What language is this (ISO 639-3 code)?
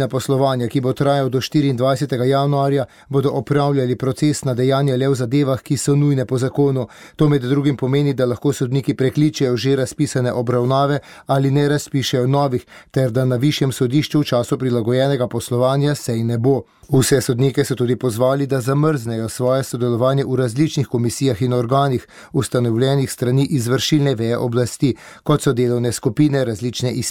slv